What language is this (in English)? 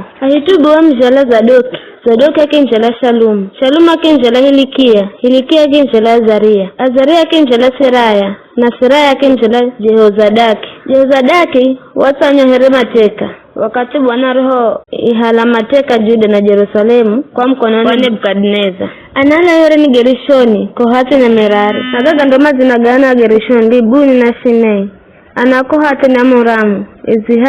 Giryama